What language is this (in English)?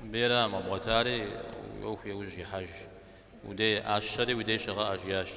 Kabardian